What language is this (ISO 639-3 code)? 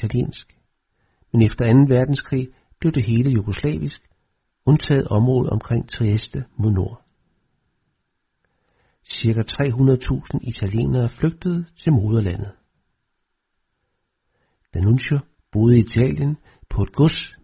dan